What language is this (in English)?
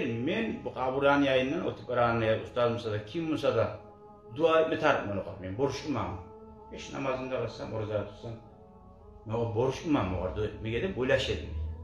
Kumyk